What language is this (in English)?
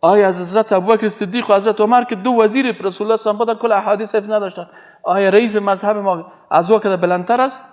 Persian